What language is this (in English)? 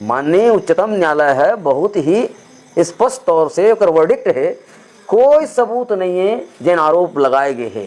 Chhattisgarhi